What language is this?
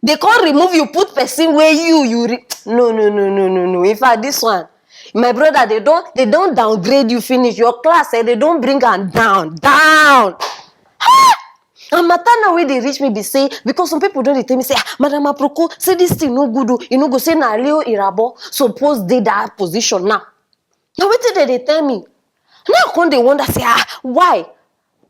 Nigerian Pidgin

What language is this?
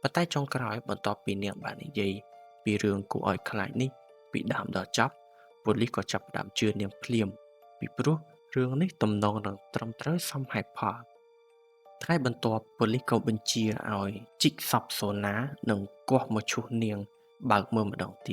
Khmer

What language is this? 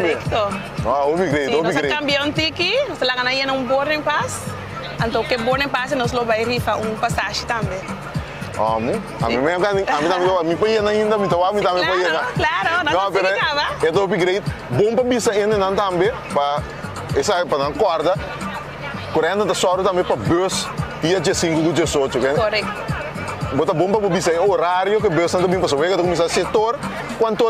Papiamento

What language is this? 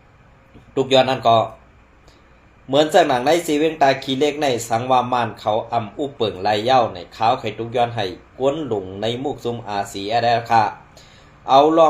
Shan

